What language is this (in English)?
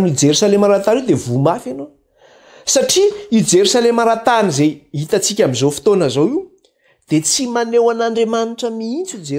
Malagasy